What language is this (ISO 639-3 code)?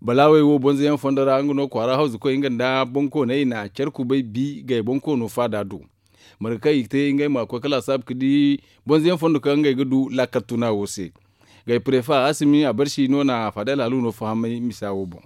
dje